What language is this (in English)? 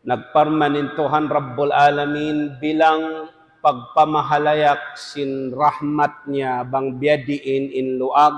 Tausug